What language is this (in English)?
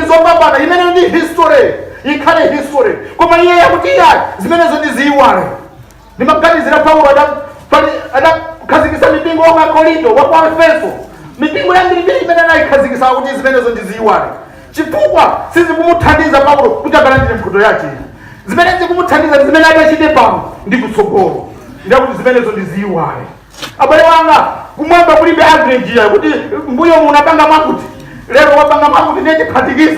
Nyanja